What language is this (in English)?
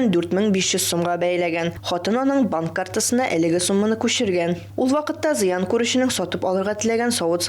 Tatar